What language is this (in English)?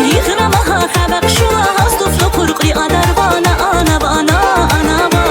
Tabassaran